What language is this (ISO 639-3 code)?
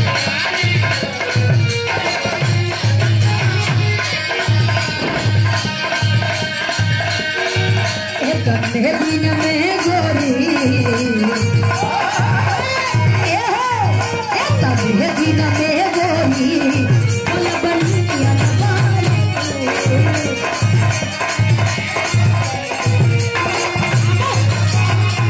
bho